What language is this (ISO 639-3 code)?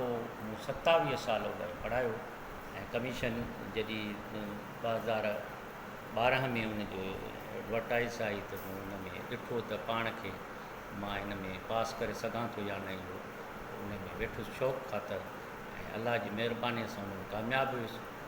snd